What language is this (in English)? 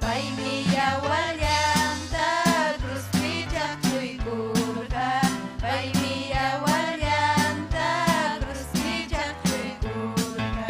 Ayacucho Quechua